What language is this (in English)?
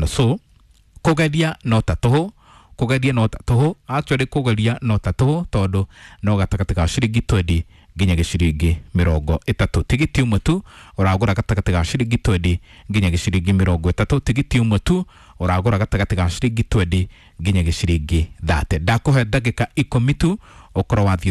Kikuyu